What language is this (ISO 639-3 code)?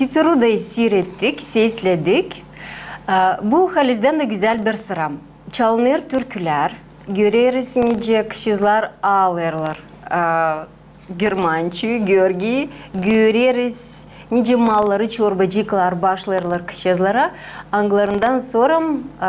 gag